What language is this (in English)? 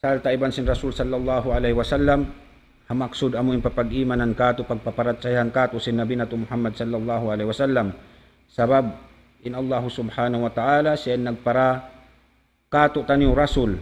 Tausug